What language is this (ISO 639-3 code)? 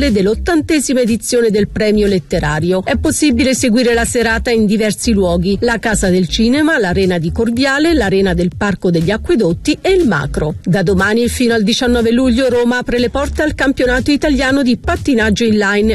ita